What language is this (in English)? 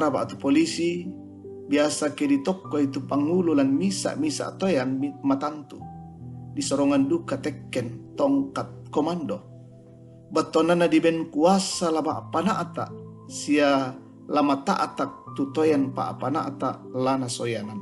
Toraja-Sa'dan